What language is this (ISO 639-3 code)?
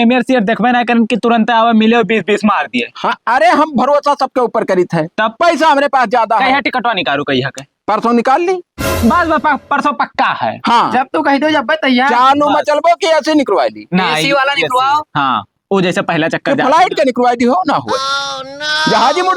awa